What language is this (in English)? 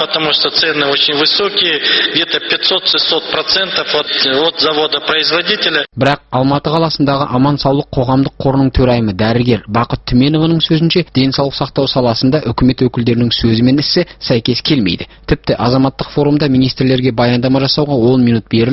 Kazakh